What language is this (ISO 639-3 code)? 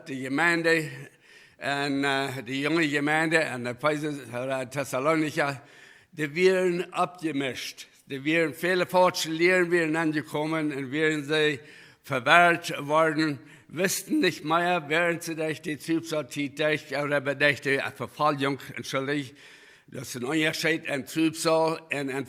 pdt